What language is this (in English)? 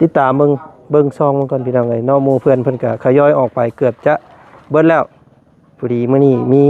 Lao